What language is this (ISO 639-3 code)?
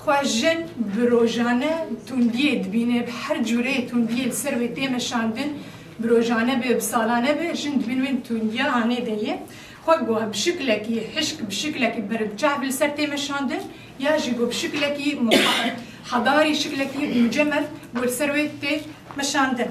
kur